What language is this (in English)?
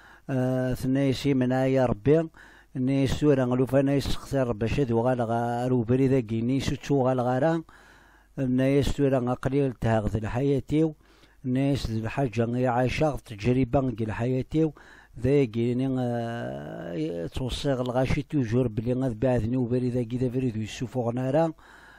Kabyle